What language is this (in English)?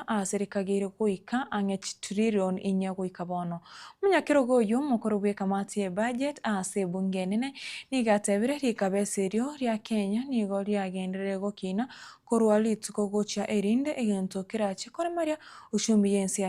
Gusii